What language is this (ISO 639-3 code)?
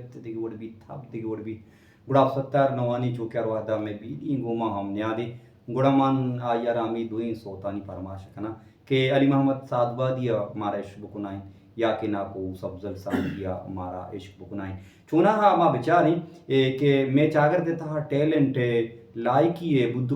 bal